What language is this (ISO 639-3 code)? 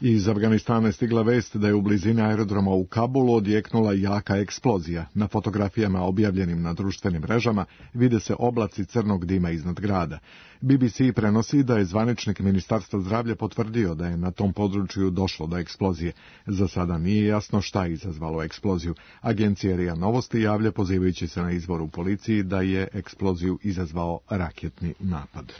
srp